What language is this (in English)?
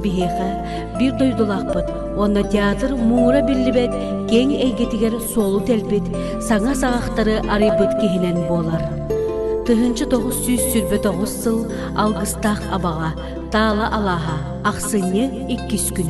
Yakut